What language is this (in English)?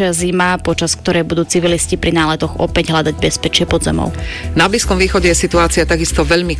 Slovak